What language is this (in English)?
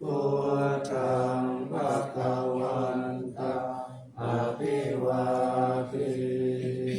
Pali